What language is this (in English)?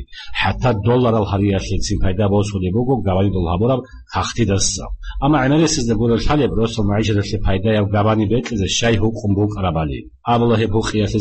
Avaric